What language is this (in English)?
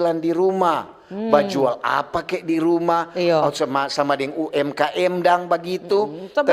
Manado Malay